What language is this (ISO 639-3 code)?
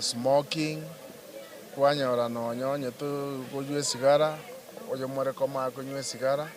guz